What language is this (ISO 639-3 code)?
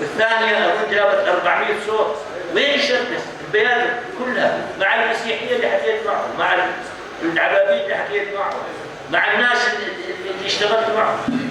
apc